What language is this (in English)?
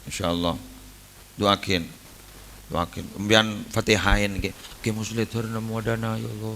Madurese